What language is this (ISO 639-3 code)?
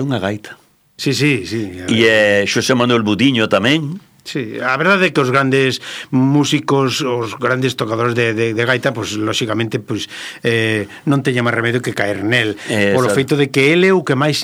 glg